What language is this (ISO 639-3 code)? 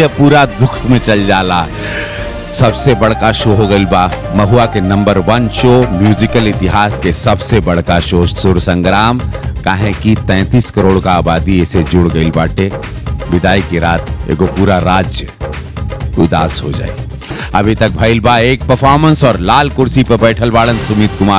bho